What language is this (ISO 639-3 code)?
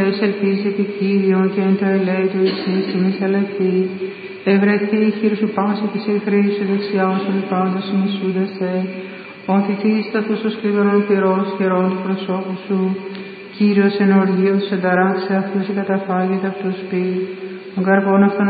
ell